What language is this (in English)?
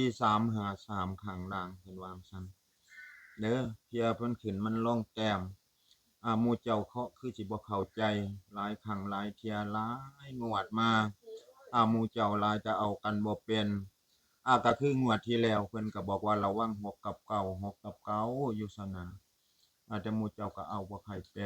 Northeastern Thai